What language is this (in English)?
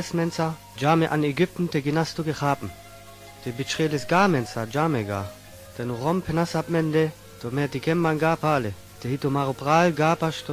Sinte Romani